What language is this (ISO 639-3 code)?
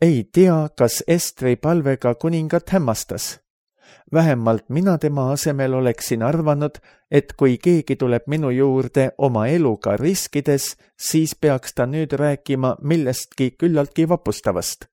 est